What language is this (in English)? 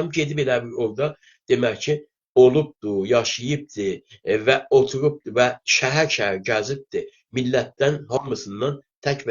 South Azerbaijani